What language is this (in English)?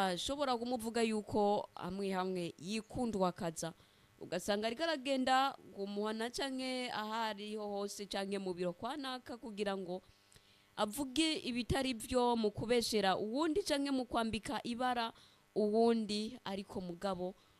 Rundi